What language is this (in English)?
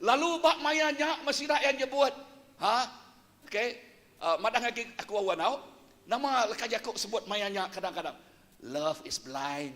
Iban